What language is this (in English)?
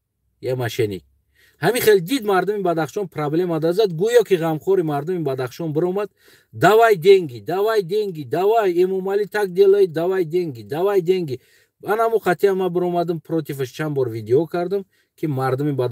Tajik